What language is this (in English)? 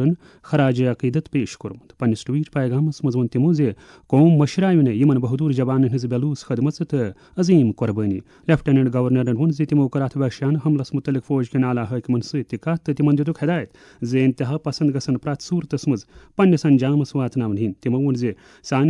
Kashmiri